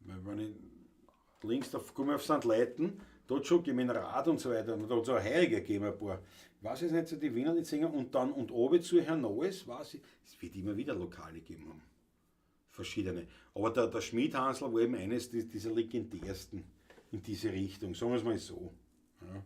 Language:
Bavarian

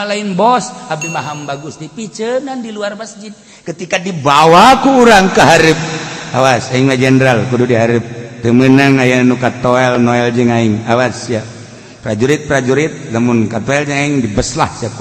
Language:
Sundanese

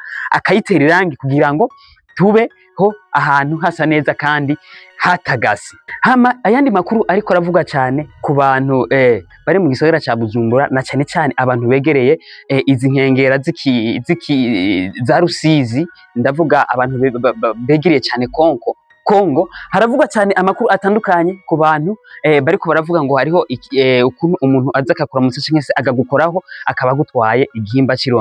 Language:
Rundi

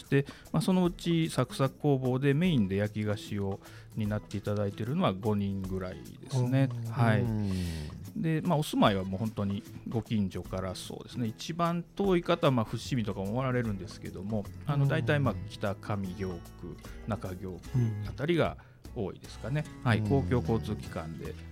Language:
Japanese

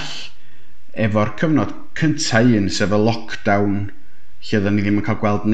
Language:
Welsh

